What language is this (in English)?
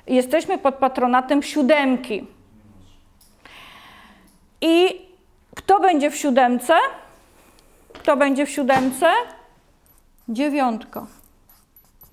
Polish